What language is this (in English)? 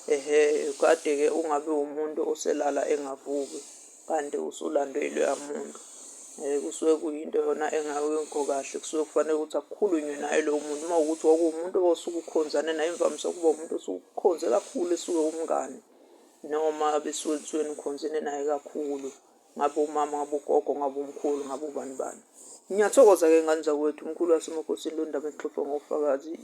Zulu